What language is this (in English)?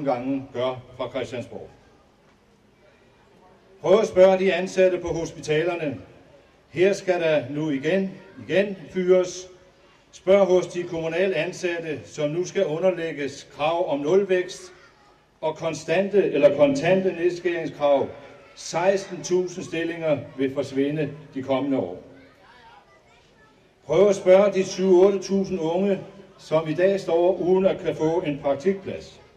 Danish